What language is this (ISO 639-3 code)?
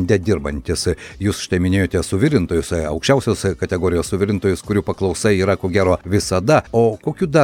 lit